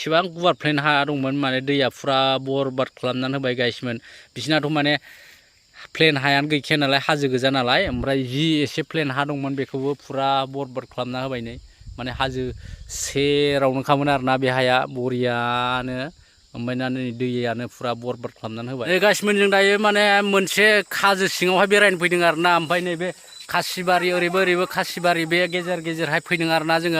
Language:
Bodo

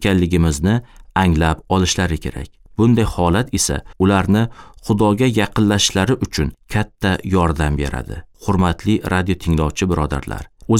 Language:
Uzbek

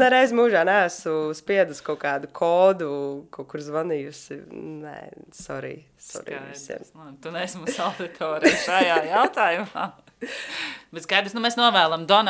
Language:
Latvian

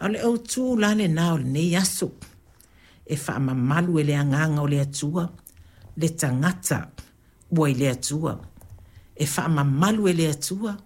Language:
Samoan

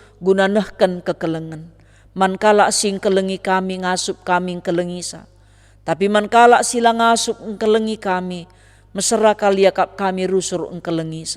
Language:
Batak Karo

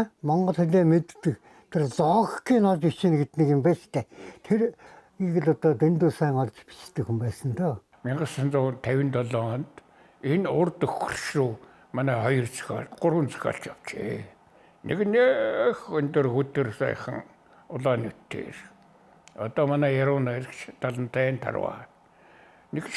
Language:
Mongolian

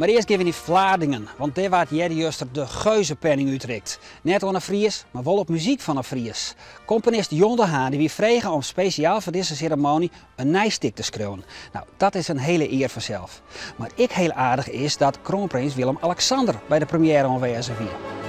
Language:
Western Frisian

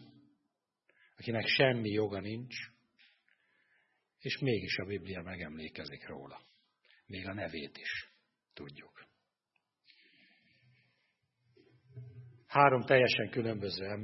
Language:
Hungarian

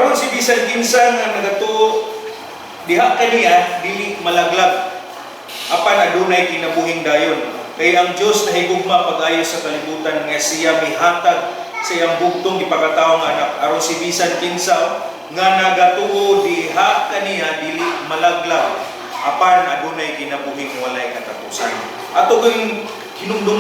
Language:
Cebuano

